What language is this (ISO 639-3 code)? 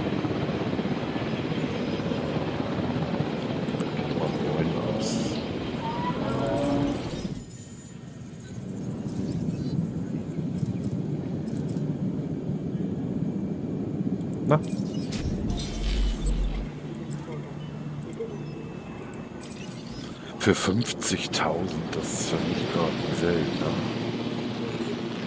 deu